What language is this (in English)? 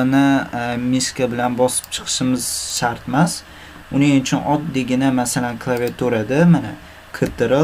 Uzbek